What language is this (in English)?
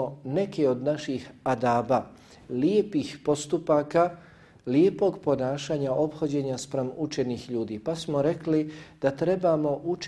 Bosnian